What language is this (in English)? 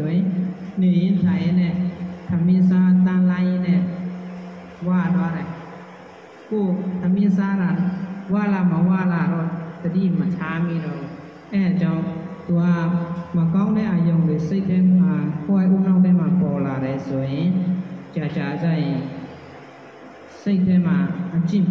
Burmese